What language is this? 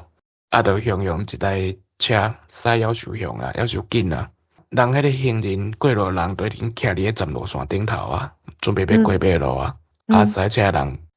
Min Nan Chinese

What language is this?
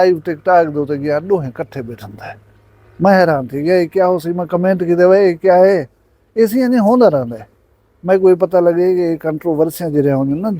Saraiki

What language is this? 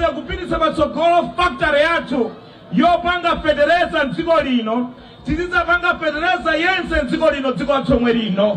Nyanja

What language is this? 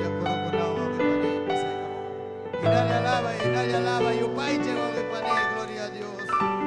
Ayacucho Quechua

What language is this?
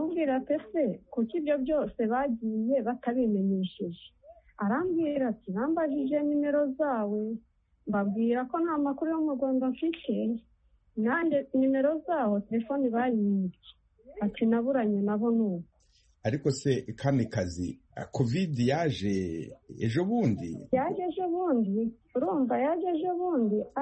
Kinyarwanda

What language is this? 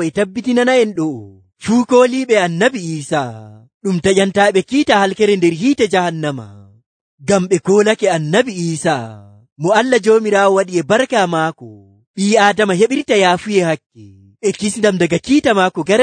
Nigerian Fulfulde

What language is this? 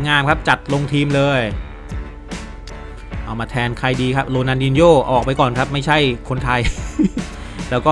Thai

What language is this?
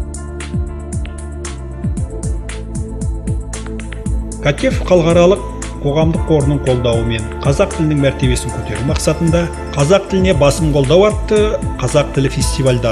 Kazakh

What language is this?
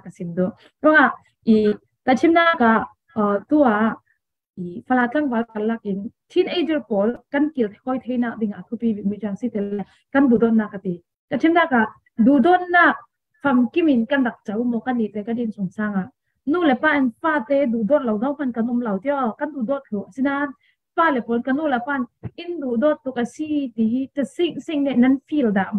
Falam Chin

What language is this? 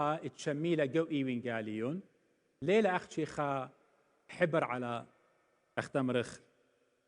Assyrian Neo-Aramaic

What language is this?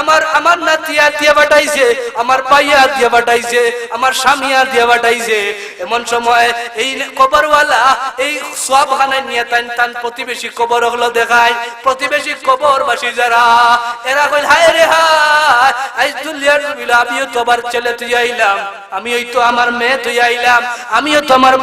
Sylheti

